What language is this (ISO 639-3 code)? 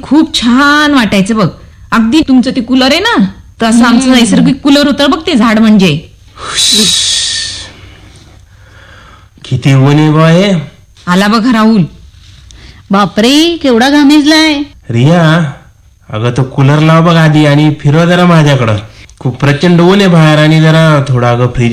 mar